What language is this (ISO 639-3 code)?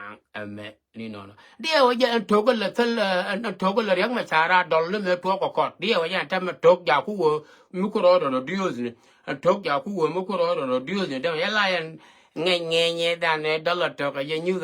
nus